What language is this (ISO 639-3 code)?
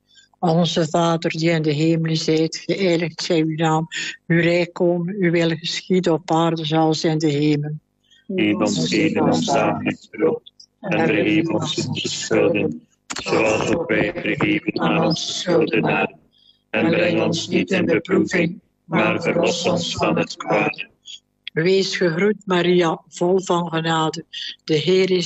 nld